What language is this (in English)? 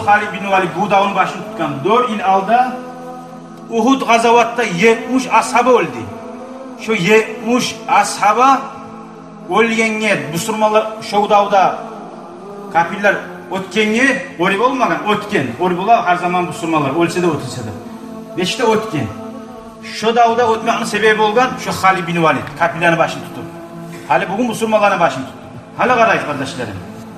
Kumyk